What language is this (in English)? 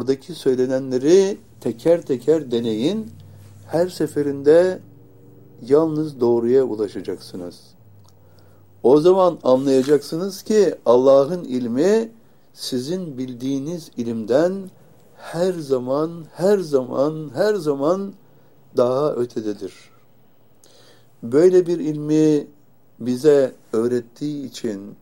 Turkish